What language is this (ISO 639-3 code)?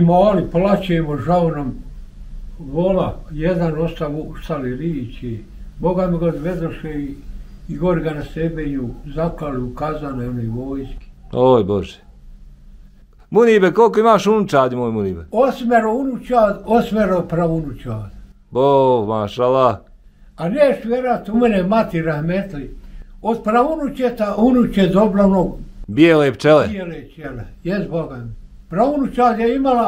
bos